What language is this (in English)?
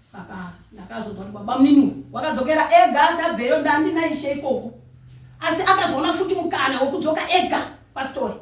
Shona